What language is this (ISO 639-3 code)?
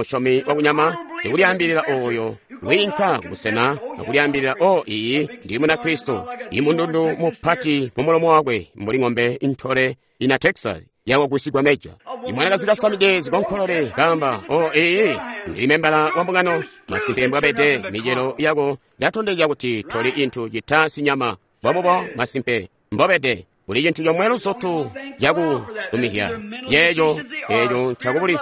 toi